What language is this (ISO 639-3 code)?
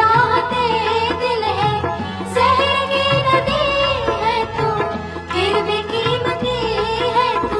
hin